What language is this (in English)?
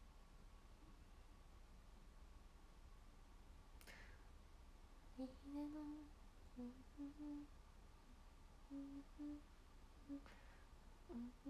Japanese